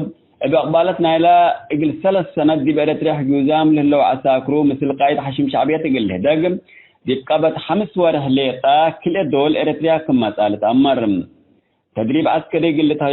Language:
Tigre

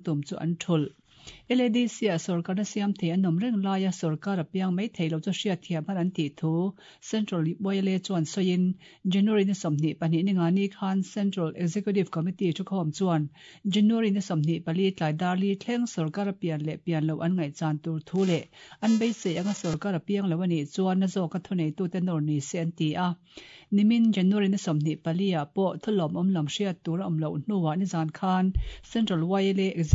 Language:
Mizo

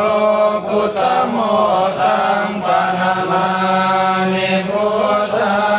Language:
Pali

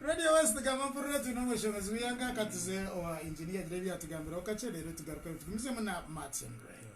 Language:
Nyankole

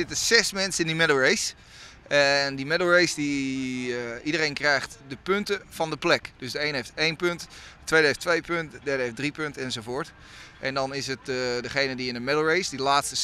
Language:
Western Frisian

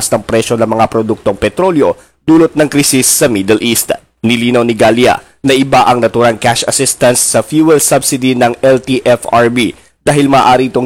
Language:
Filipino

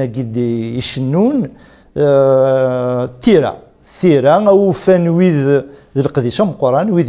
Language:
Kabyle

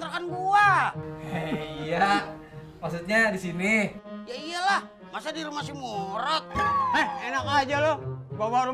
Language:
Betawi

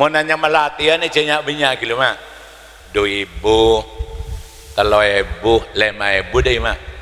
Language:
Madurese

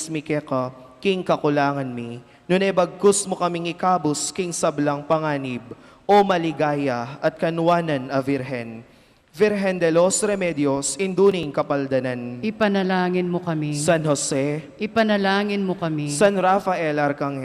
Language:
Pampanga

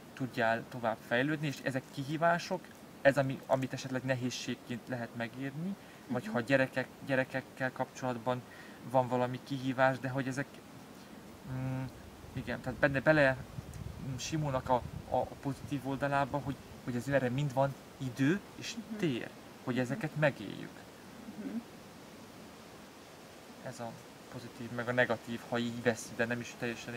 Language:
Hungarian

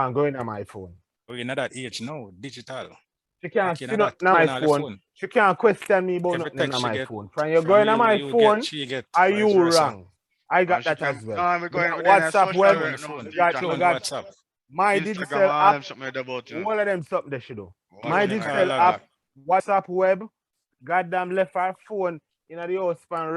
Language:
Jamaican Creole English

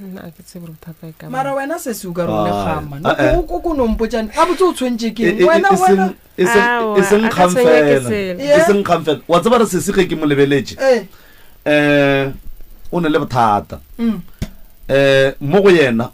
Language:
Northern Sotho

